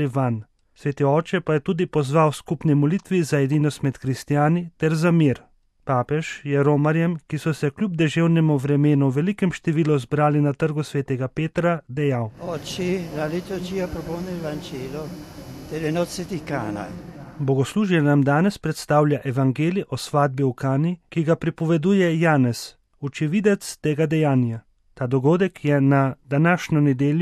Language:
Slovenian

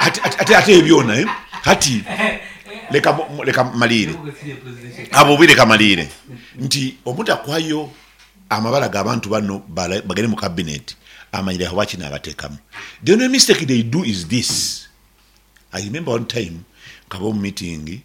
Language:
Nyankole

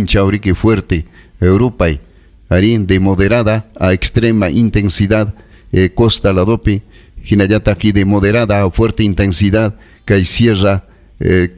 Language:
Ayacucho Quechua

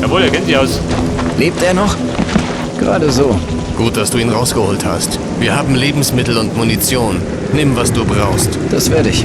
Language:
Bavarian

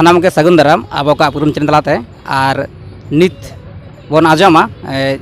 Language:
Santali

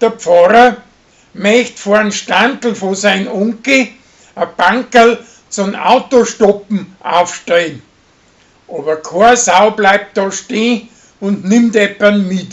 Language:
Bavarian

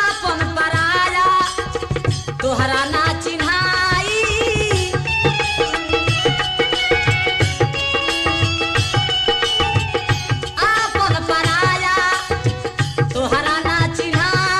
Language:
Bhojpuri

